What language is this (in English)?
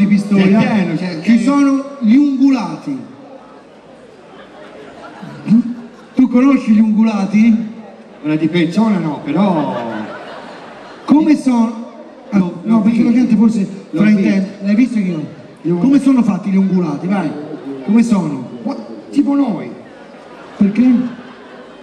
Italian